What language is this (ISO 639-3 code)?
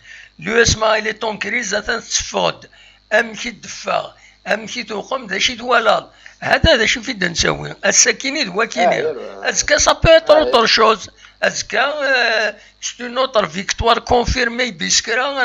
kab